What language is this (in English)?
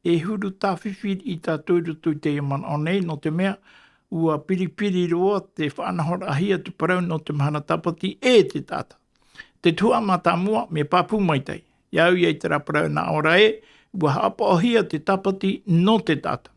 Tahitian